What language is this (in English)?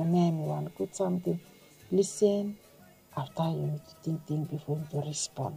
Bislama